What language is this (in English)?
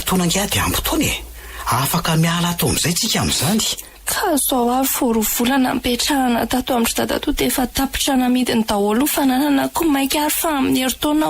Malagasy